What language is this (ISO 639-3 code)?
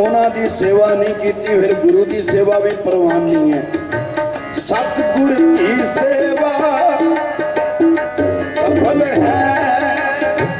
pan